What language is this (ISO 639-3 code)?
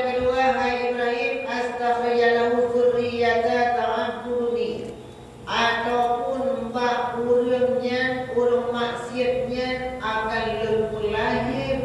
ace